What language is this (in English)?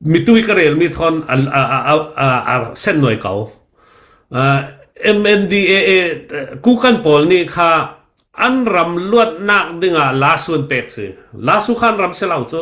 Falam Chin